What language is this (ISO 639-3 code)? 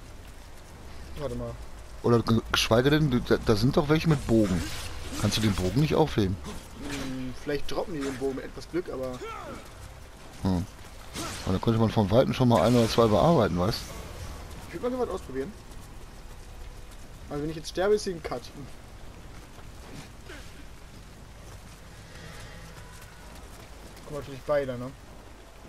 deu